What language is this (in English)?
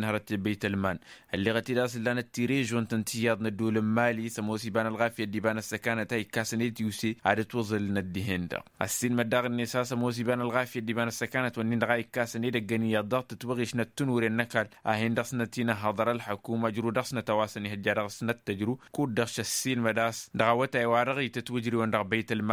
Tamasheq